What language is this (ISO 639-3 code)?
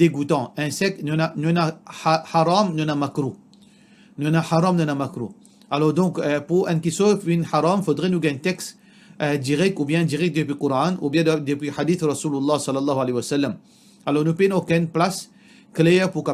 mfe